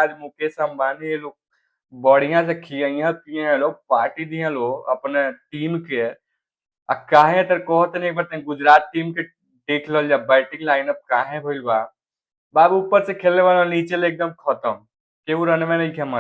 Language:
Bhojpuri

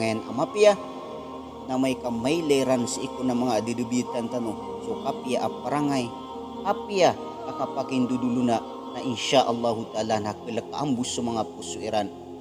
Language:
Maranao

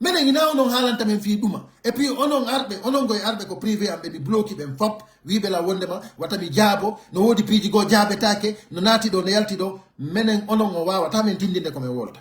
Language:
Pular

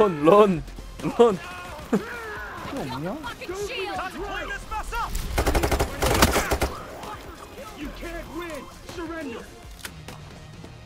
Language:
Korean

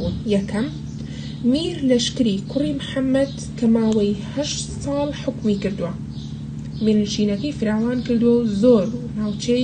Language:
Central Kurdish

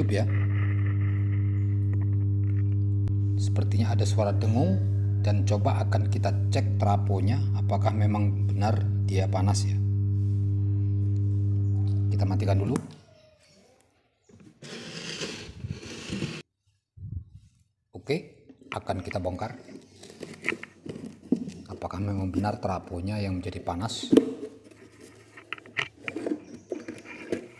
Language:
Indonesian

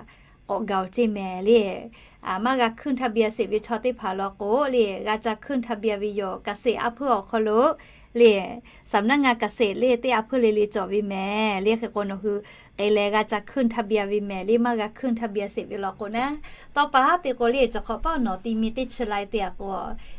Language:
Lahu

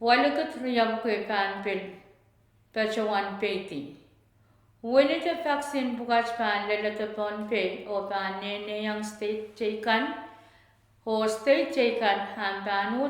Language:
Pohnpeian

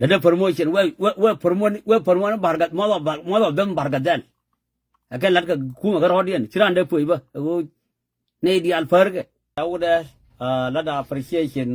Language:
Nuer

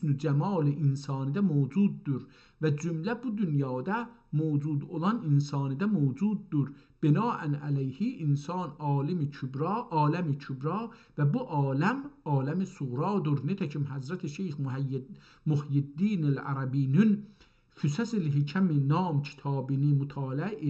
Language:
South Azerbaijani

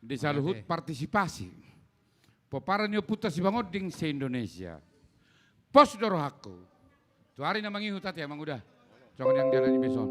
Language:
Batak Toba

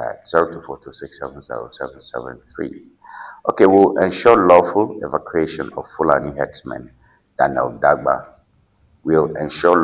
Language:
Ewe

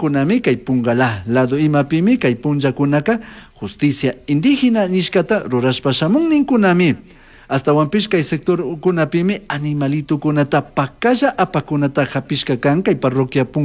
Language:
Chimborazo Highland Quichua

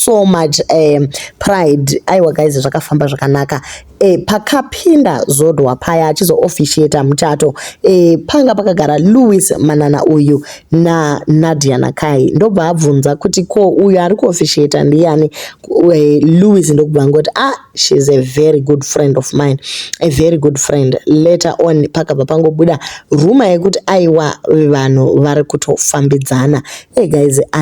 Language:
Shona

